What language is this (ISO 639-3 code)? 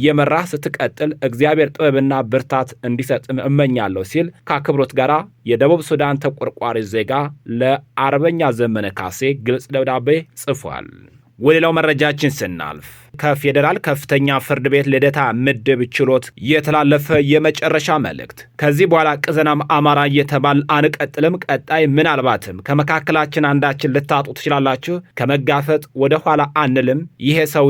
amh